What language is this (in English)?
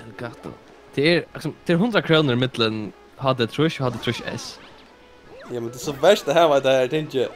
Faroese